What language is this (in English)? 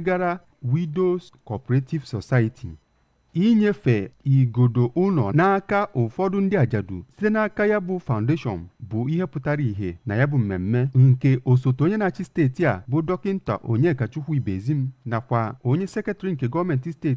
Igbo